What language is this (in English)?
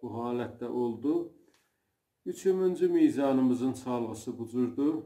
South Azerbaijani